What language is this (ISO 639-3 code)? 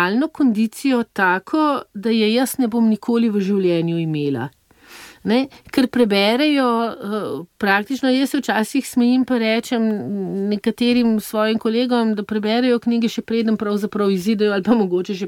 slv